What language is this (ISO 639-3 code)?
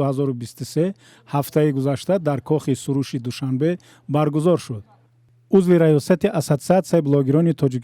tgk